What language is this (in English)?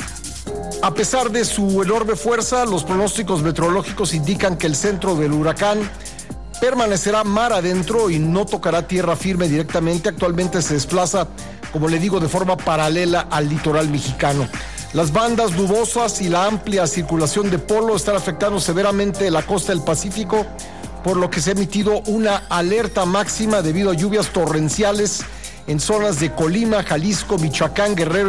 Spanish